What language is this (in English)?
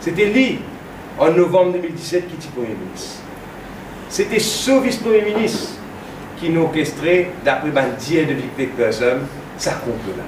Morisyen